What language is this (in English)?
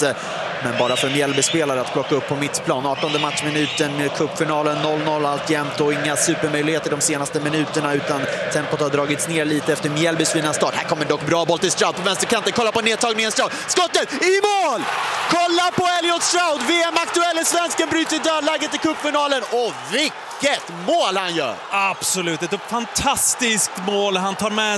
Swedish